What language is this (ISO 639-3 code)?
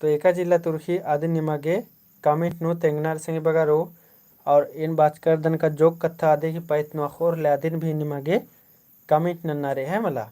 kru